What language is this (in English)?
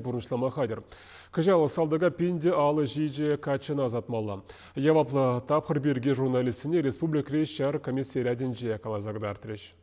Chuvash